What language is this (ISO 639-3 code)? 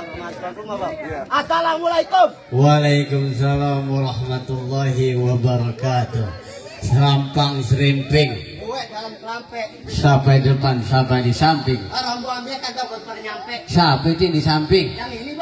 bew